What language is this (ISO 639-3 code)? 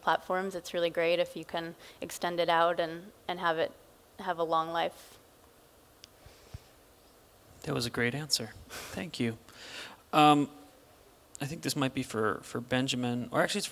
eng